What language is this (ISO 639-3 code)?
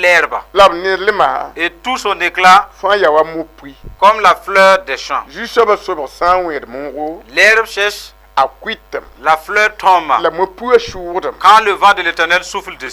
mos